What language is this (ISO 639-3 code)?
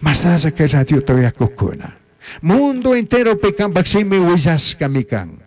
qug